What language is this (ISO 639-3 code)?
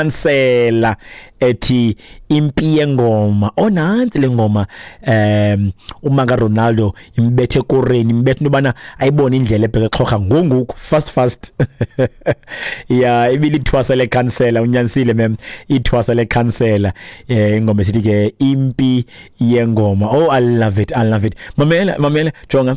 xho